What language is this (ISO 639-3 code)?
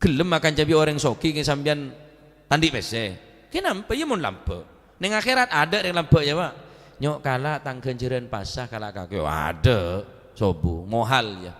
mad